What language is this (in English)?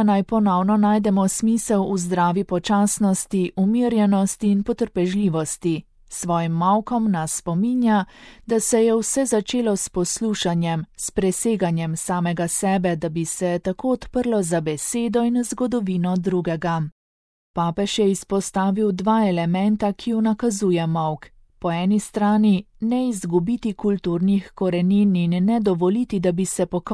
Slovenian